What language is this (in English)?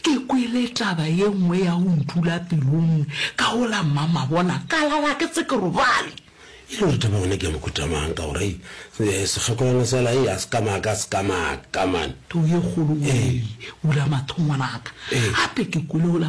Northern Sotho